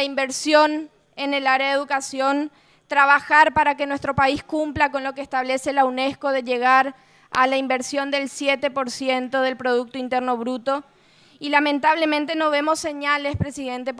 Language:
Spanish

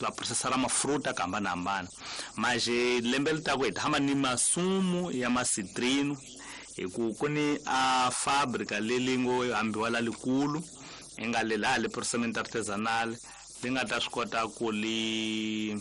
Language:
Tsonga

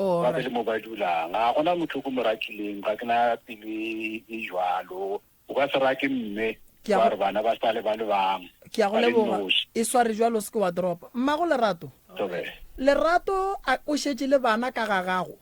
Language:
Northern Sotho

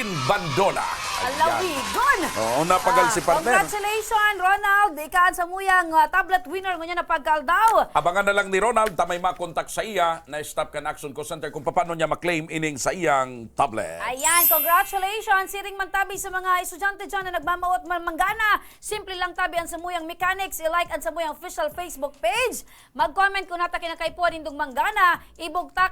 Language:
Bikol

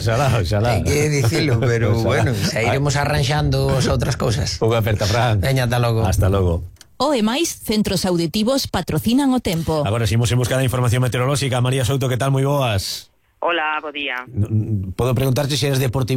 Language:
Galician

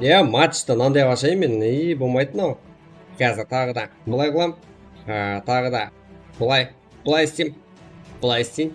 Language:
Kara-Kalpak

